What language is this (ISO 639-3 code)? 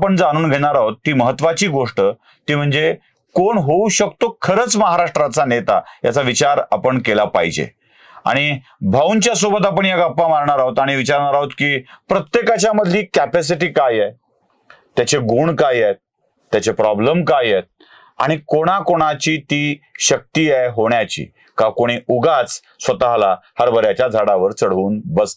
mar